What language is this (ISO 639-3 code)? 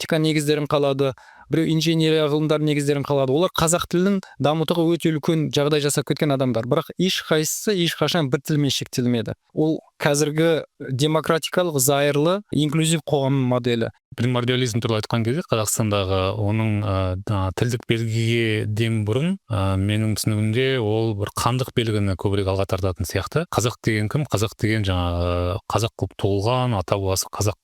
kaz